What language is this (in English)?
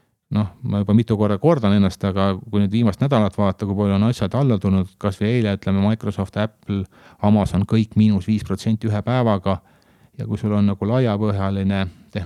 Estonian